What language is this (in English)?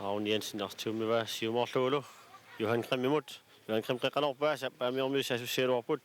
Kalaallisut